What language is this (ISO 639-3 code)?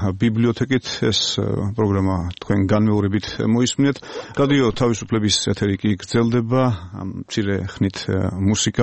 kat